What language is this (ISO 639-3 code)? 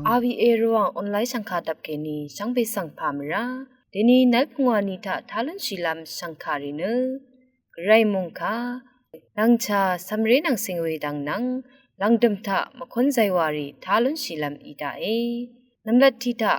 raw